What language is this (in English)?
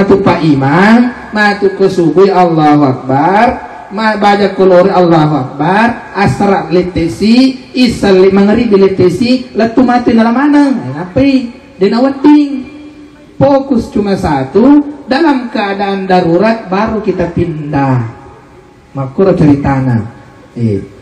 Buginese